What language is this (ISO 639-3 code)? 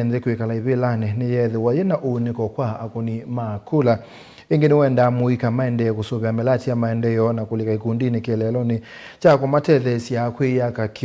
kam